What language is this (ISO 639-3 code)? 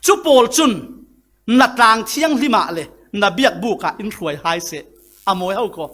cfm